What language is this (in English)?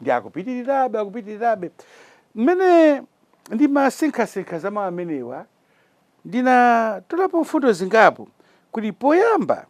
Nyanja